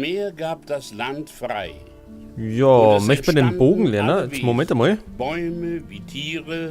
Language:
Bavarian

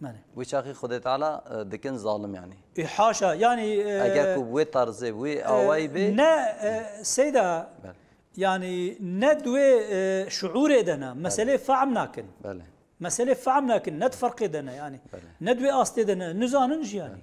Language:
Kurdish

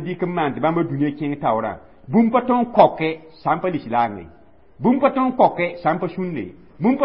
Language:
Mossi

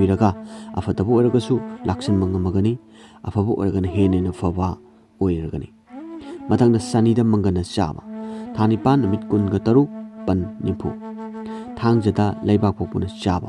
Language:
Manipuri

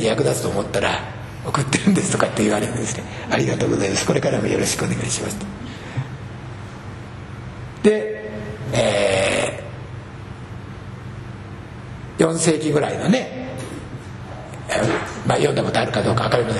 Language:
Japanese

